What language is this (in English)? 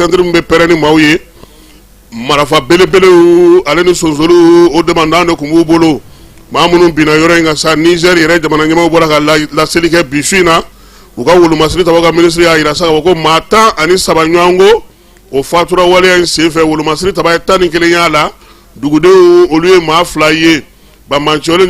Bambara